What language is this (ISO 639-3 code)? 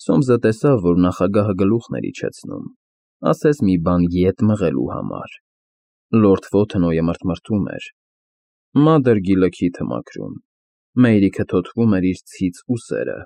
hye